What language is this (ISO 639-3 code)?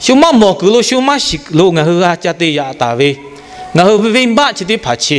lhu